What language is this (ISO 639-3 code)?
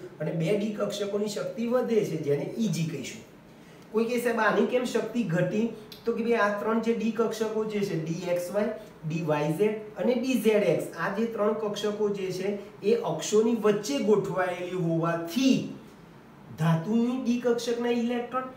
guj